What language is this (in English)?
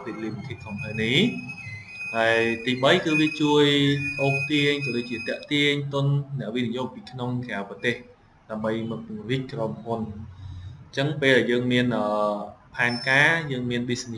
Khmer